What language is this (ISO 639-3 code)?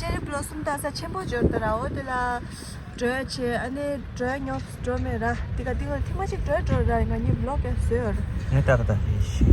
bod